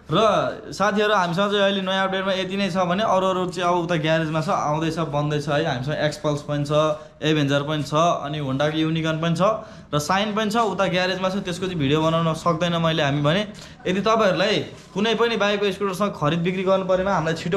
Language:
Nepali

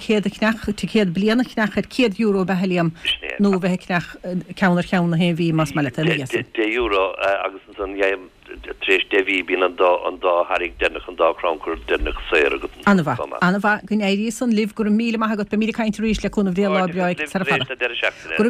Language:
Irish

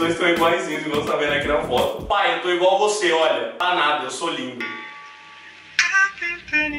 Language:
Portuguese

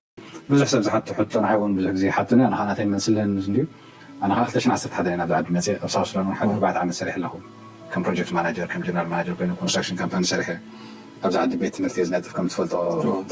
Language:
Tigrinya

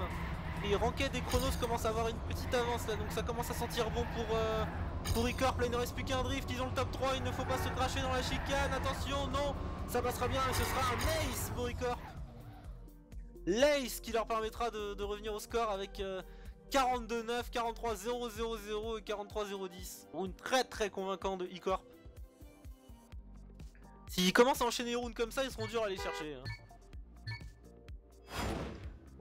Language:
French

